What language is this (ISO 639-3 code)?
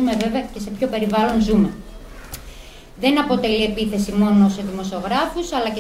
ell